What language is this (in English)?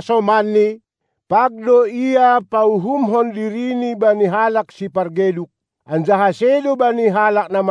Batak Simalungun